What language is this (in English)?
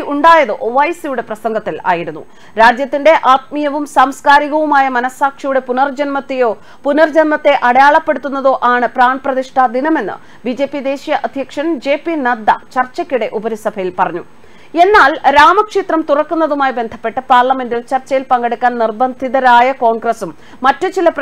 Malayalam